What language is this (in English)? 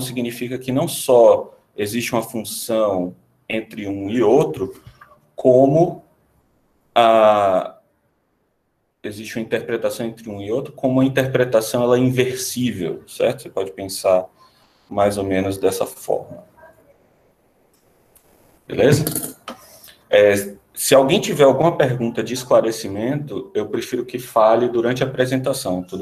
Portuguese